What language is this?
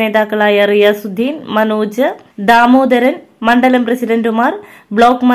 Malayalam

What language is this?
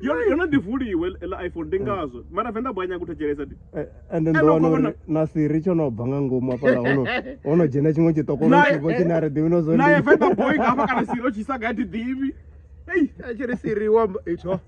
Venda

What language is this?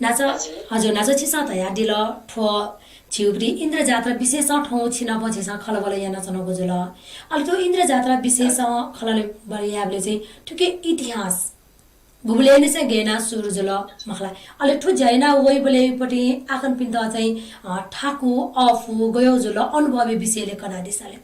Newari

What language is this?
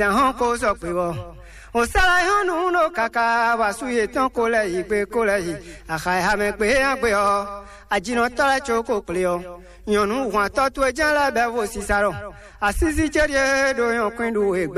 Fon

